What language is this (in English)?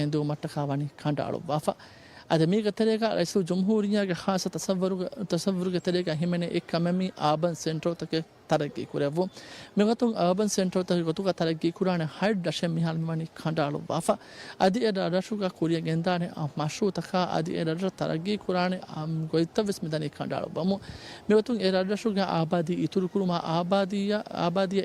Divehi